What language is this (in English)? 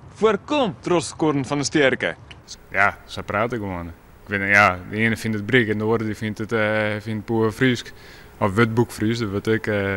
Western Frisian